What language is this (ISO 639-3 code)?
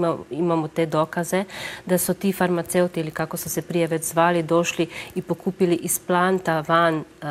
hrv